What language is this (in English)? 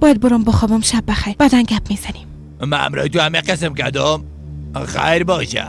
Persian